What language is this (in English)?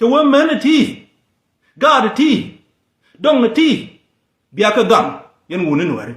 Nuer